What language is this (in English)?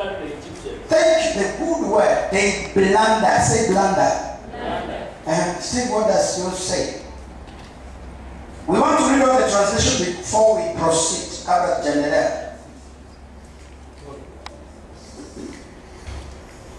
Swahili